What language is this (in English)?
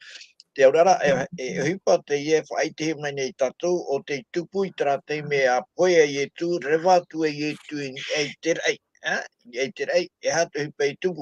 Tahitian